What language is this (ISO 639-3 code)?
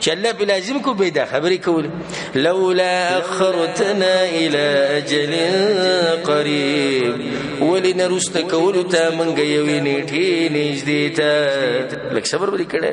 pus